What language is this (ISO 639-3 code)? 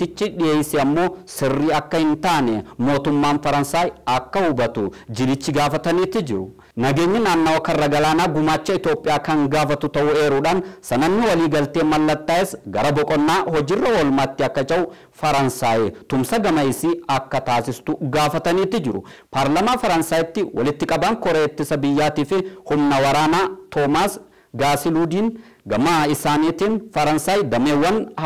orm